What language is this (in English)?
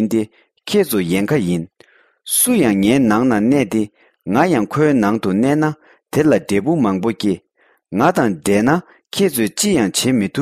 Tibetan